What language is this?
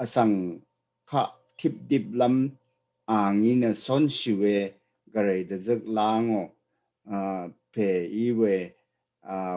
Rawang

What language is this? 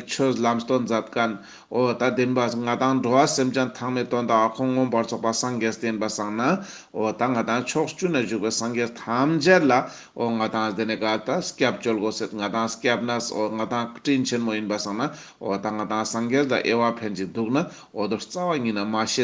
Ladakhi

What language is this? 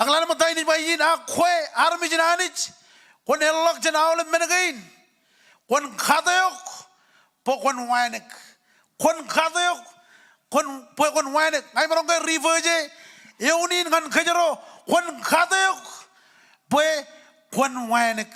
Marshallese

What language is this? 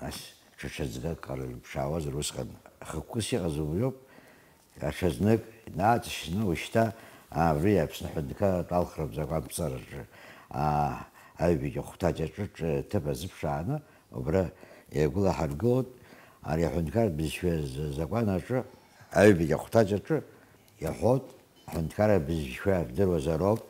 Abkhazian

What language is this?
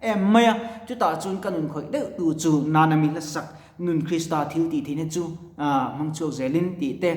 Mizo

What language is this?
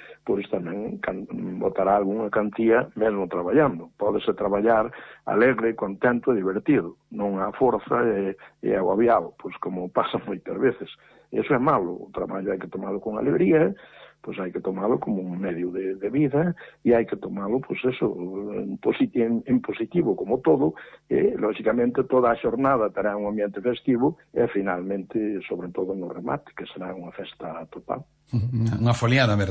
Galician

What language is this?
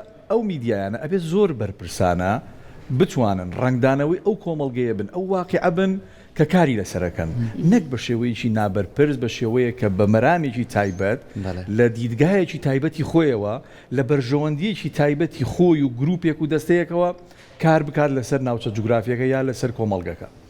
Central Kurdish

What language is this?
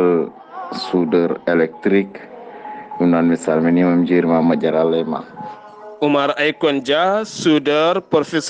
Fula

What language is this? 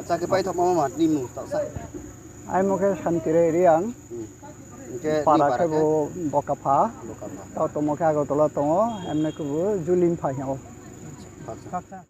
Riang (India)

